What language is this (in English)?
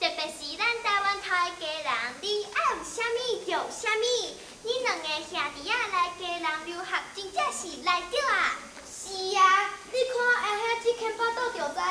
Min Nan Chinese